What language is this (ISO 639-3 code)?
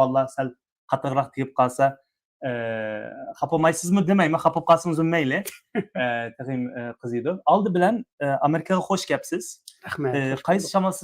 uig